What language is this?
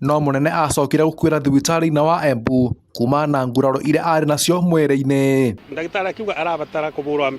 Kikuyu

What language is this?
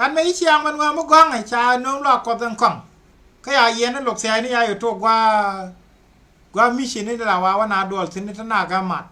Nuer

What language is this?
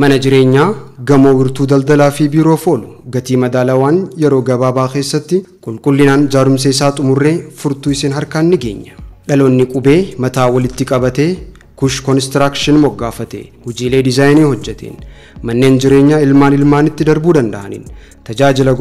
Oromo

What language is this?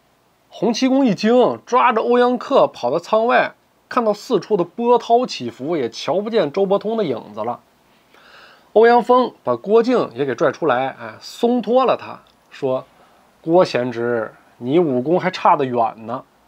Chinese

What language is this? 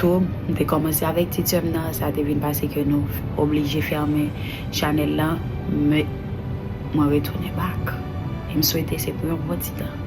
Haitian Creole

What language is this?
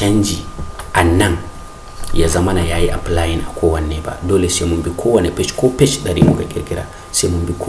Hausa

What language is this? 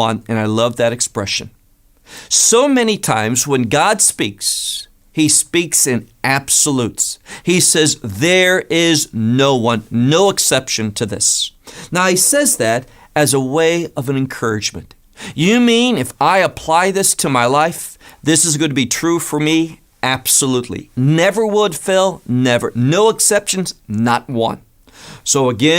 English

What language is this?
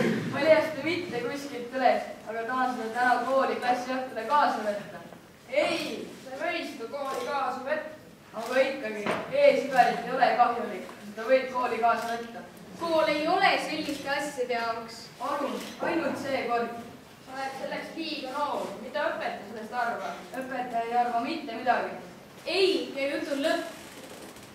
Estonian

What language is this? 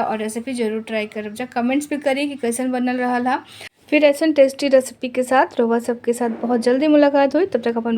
Bhojpuri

